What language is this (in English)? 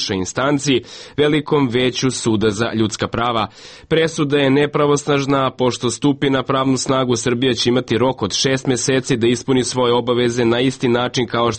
Serbian